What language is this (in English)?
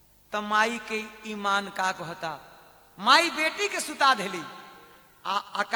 Bhojpuri